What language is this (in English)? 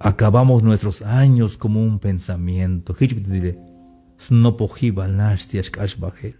Tzeltal